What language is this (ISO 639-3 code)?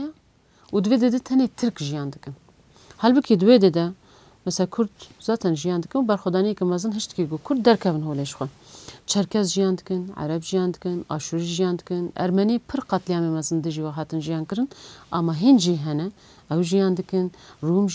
kur